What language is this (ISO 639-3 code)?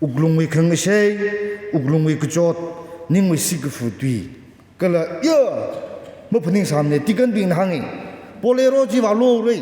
nmf